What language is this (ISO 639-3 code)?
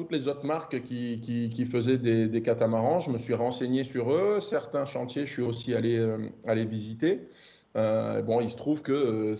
fra